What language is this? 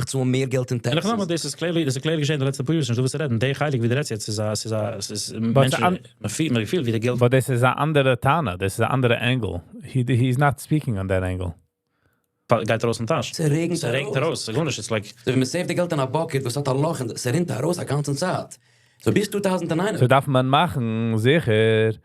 Yiddish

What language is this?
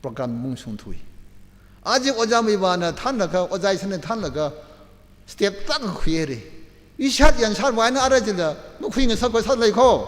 Tangkhul Naga (India)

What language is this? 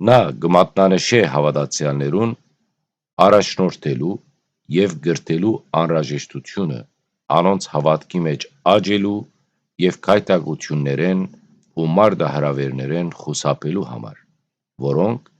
Western Armenian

